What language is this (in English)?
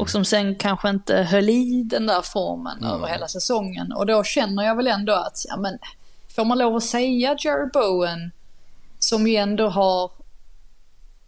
Swedish